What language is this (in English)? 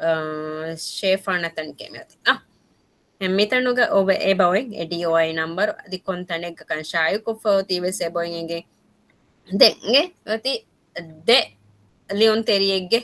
Divehi